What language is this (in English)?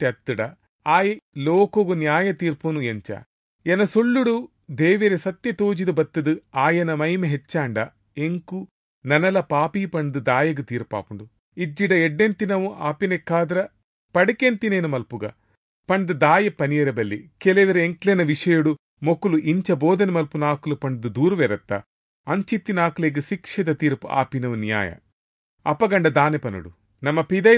Tulu